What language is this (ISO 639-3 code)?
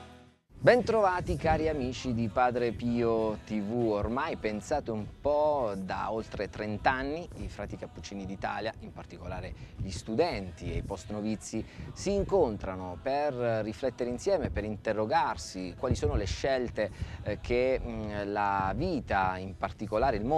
ita